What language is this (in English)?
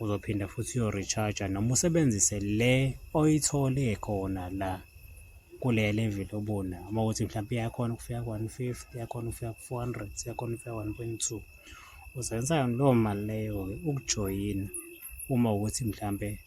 Zulu